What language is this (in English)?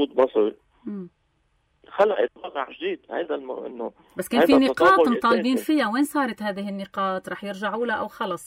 North Levantine Arabic